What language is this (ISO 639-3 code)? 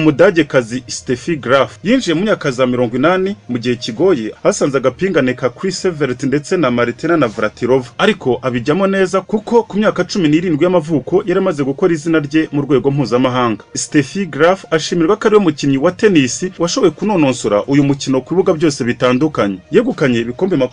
kin